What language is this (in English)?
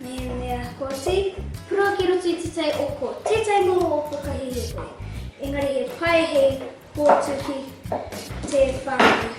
Māori